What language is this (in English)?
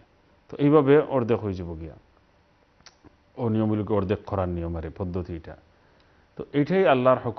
Bangla